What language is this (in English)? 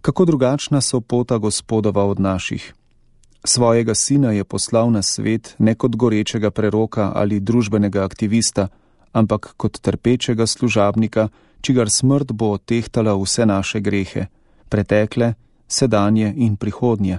Slovenian